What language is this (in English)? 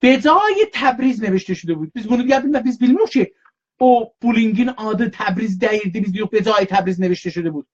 South Azerbaijani